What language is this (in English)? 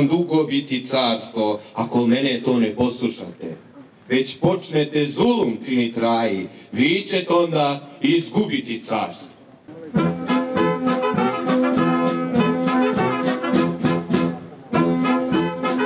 Serbian